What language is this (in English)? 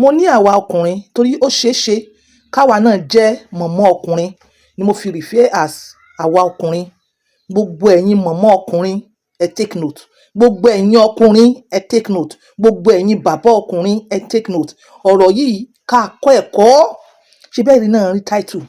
Yoruba